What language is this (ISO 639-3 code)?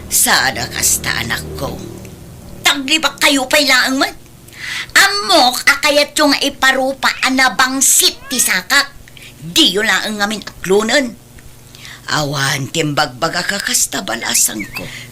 ilo